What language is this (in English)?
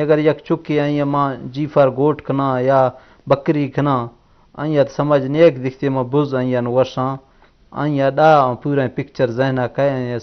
Eastern Balochi